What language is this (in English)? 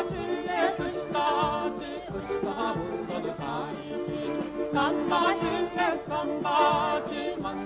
Chuvash